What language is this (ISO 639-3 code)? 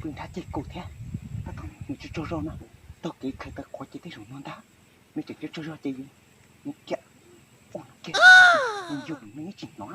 hmn